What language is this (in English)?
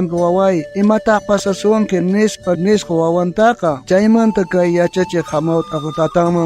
South Bolivian Quechua